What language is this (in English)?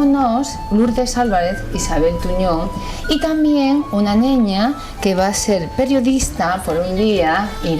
Asturian